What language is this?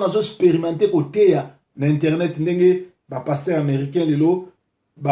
Lingala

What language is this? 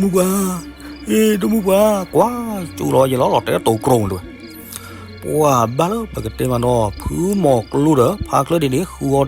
S'gaw Karen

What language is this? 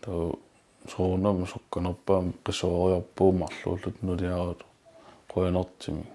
Kalaallisut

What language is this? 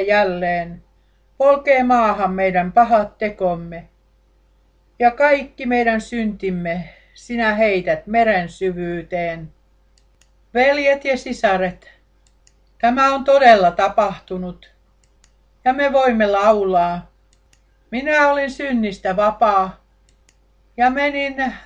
Finnish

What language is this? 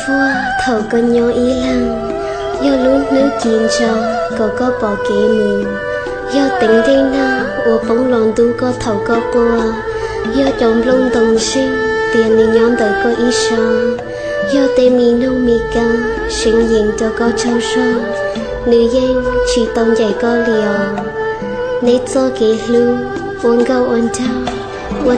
Hmong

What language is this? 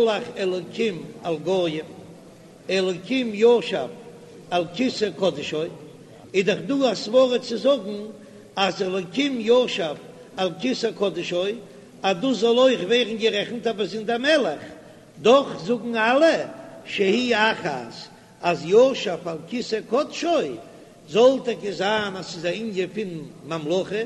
Yiddish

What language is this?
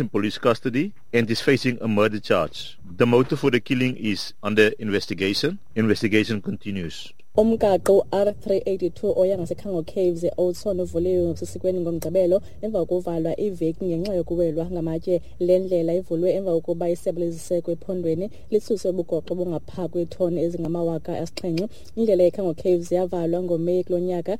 Xhosa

